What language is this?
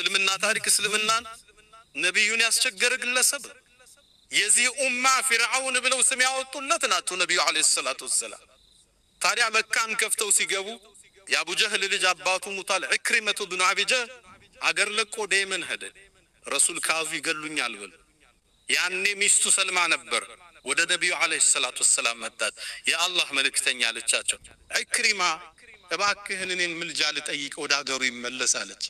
Amharic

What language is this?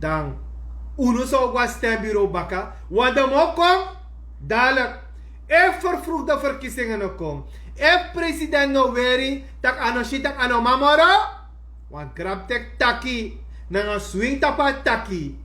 Sranan Tongo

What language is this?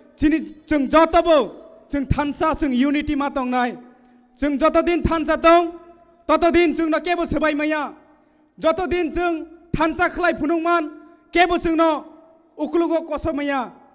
Kok Borok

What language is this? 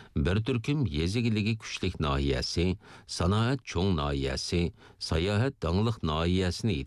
Uyghur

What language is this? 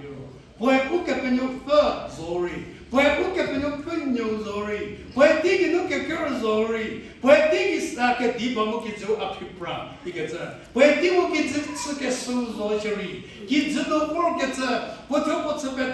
Angami Naga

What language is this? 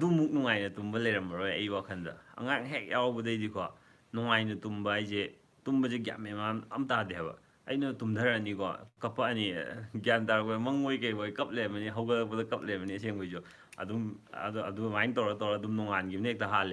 Manipuri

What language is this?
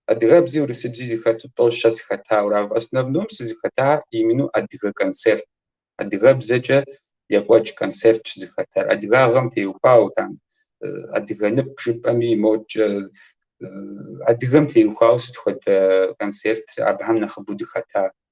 Kabardian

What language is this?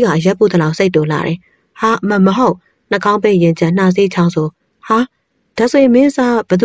Burmese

